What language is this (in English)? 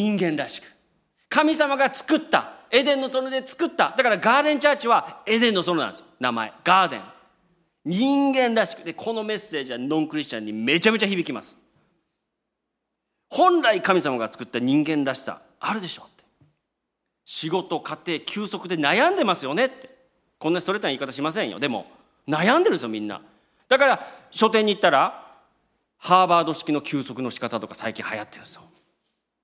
Japanese